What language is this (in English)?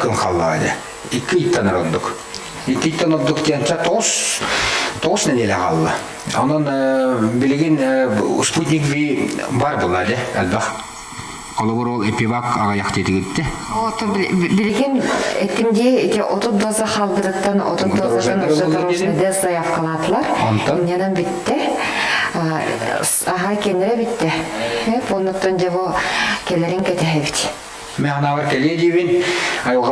Yakut